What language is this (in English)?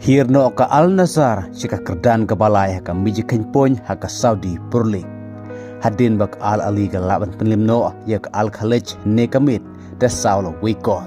Khasi